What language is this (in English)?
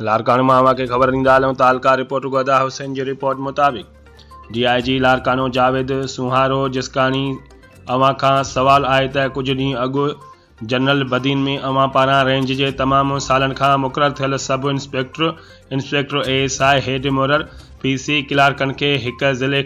Sindhi